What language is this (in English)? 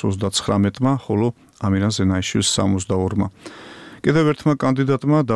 Georgian